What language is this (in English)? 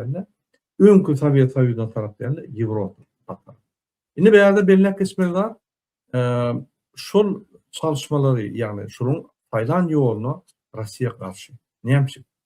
Turkmen